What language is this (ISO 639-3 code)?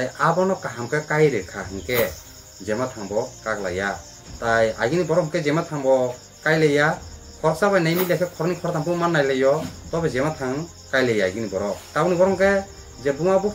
trp